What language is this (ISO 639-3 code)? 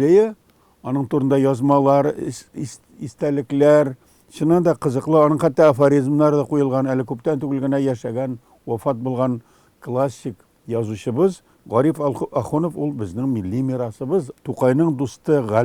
tat